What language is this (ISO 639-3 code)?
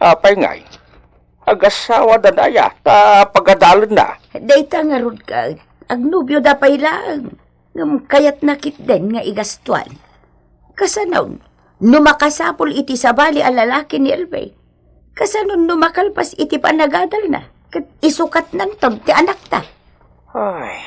ilo